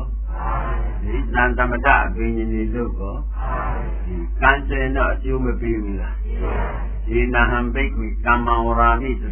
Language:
Burmese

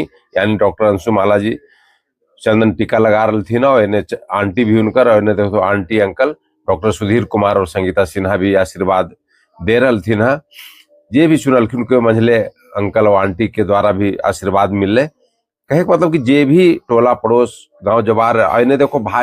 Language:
Magahi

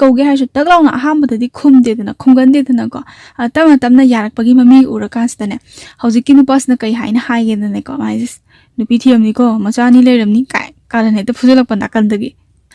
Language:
Manipuri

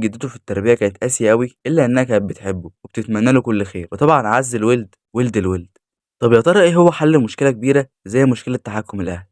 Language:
Egyptian Arabic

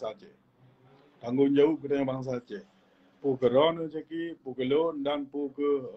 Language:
Achinese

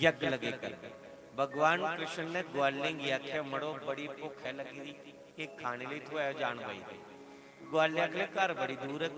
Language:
Dogri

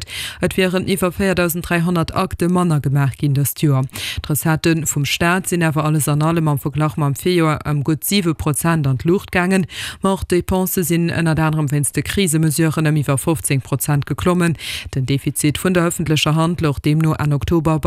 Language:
Luxembourgish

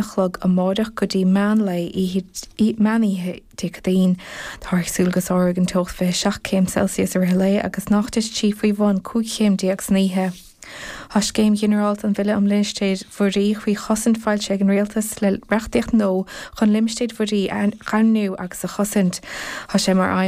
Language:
Irish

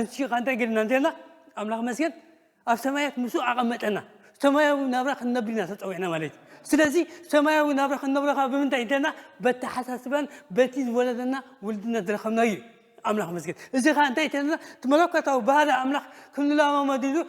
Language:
Tigrinya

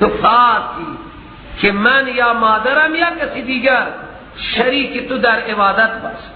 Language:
Persian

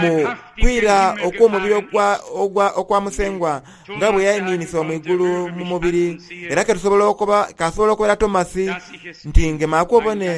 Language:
Soga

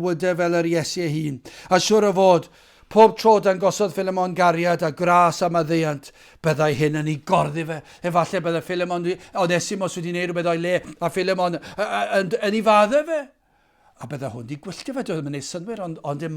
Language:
Welsh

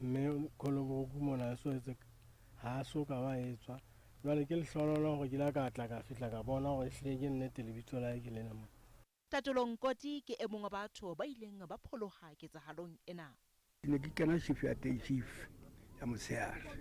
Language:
Southern Sotho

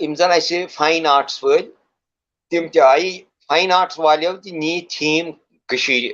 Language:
Kashmiri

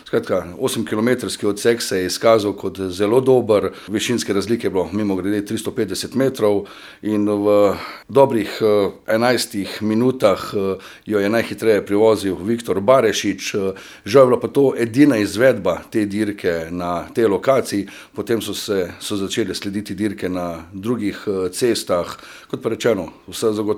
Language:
Slovenian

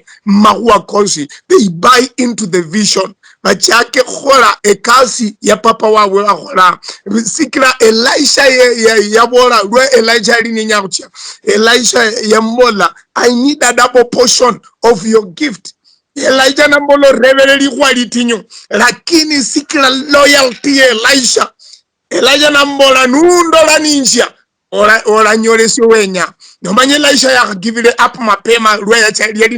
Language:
Luyia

